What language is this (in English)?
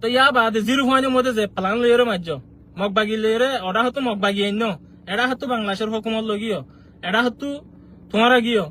Rohingya